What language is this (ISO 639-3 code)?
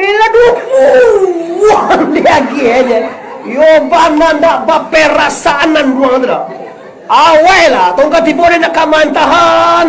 min